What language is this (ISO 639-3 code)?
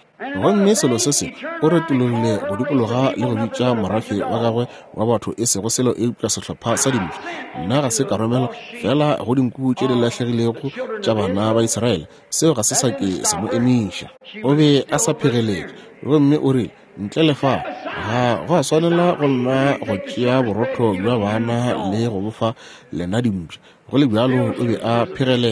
nso